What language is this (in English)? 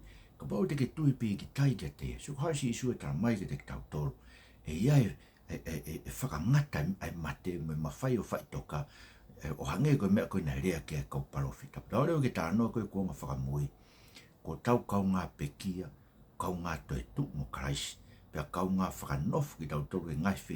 Tongan